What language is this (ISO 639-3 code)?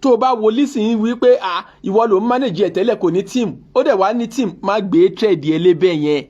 yor